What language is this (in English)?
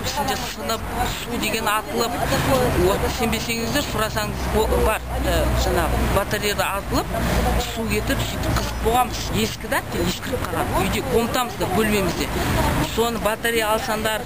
Kazakh